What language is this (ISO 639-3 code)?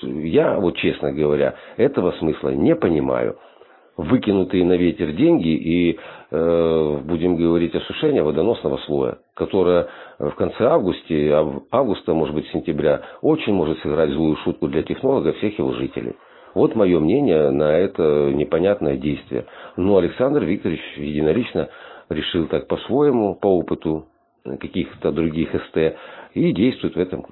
rus